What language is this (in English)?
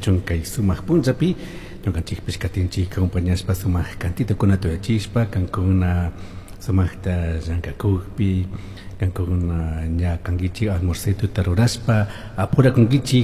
Chimborazo Highland Quichua